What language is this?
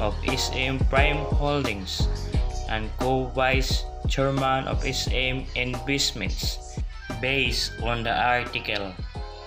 Filipino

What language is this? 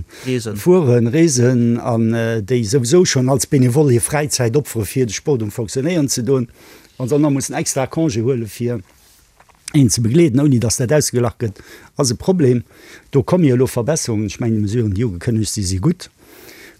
Luxembourgish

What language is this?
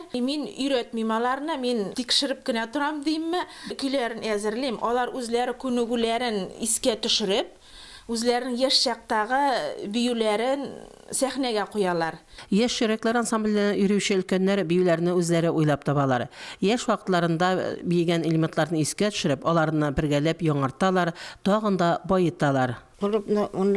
Tatar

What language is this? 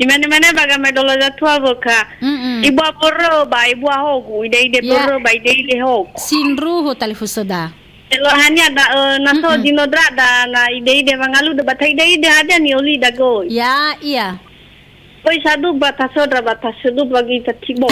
Nias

